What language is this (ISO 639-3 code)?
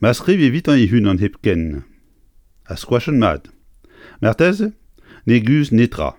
bre